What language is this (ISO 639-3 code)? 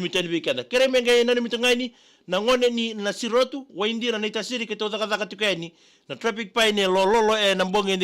fij